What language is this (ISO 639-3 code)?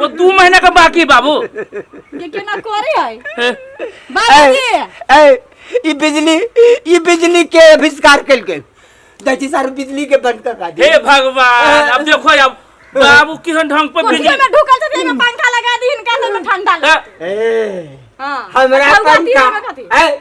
mai